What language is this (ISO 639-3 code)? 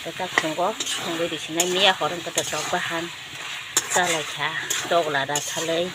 trp